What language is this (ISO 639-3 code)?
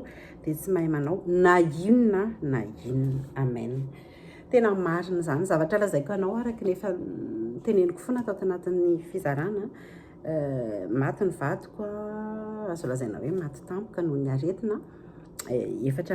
mlg